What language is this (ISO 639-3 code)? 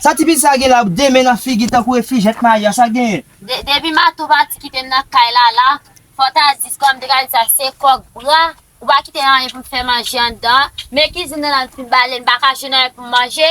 hat